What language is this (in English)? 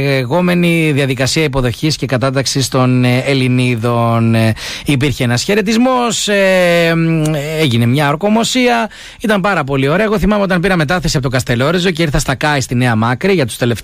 Greek